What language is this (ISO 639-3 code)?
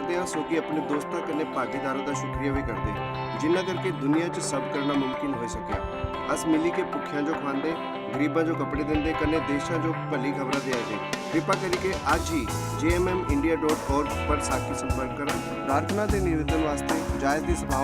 doi